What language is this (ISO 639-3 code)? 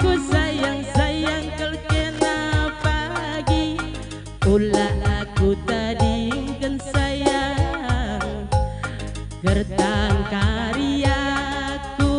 btx